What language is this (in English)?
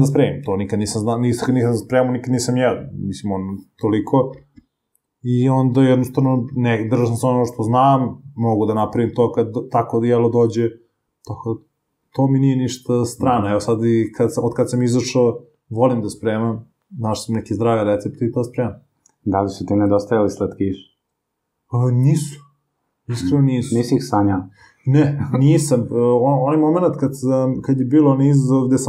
Serbian